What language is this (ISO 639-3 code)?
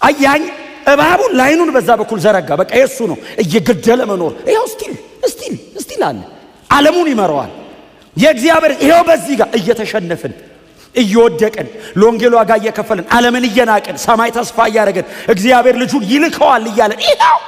amh